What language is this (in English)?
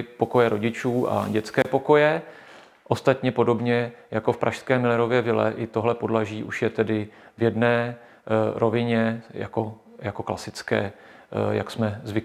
Czech